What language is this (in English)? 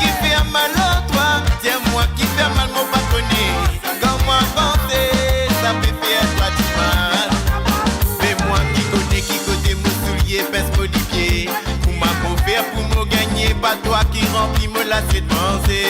Morisyen